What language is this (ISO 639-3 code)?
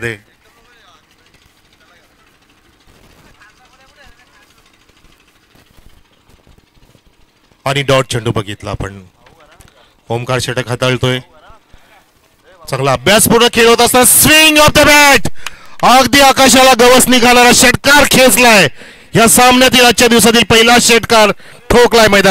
mar